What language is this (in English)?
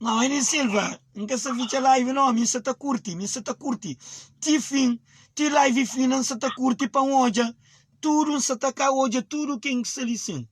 Kabuverdianu